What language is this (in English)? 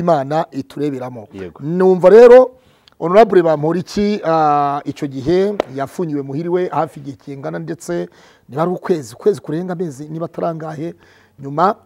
Kinyarwanda